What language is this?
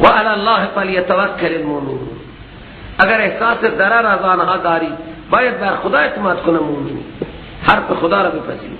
Persian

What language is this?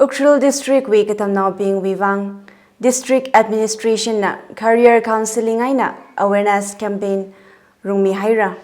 Tangkhul Naga (India)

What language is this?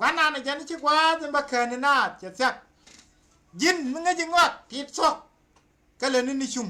Nuer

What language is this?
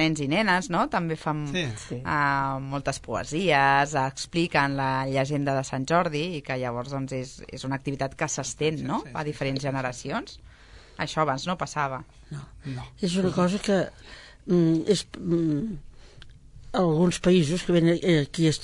Catalan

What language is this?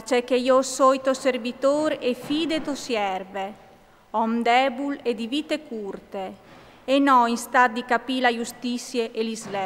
Friulian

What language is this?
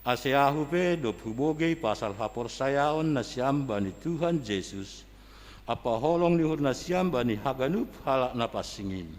Batak Simalungun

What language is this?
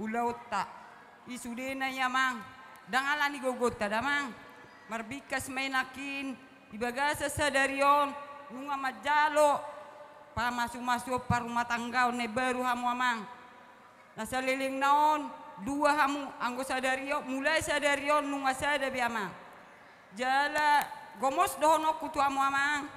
Batak Toba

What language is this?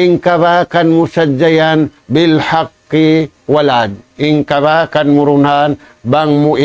Tausug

